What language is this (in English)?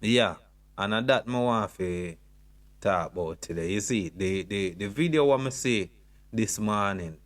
Jamaican Creole English